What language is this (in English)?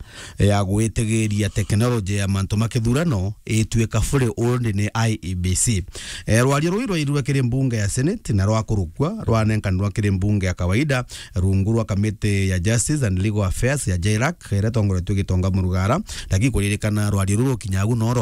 Meru